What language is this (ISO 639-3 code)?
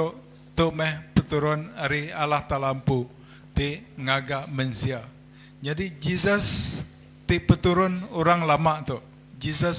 iba